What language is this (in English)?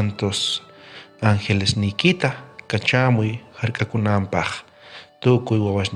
South Bolivian Quechua